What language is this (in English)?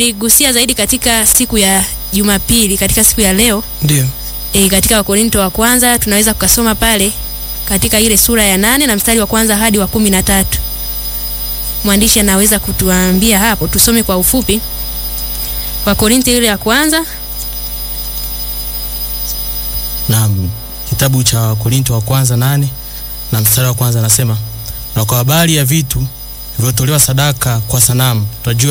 Swahili